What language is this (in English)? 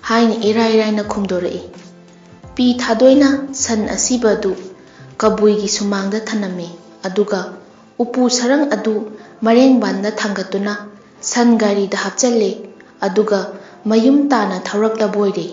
Manipuri